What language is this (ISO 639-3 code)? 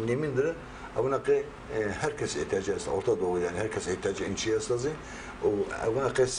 zza